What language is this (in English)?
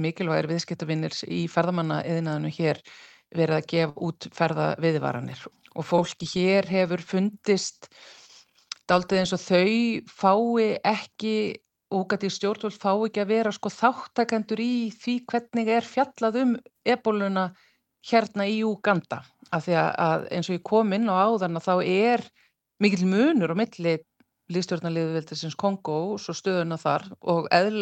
Icelandic